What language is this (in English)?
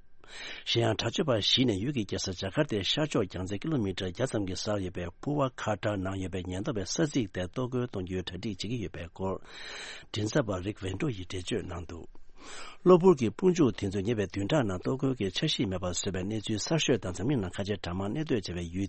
Tibetan